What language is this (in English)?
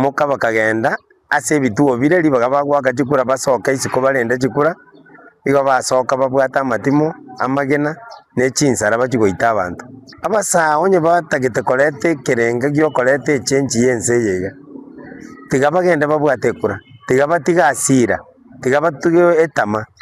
Gusii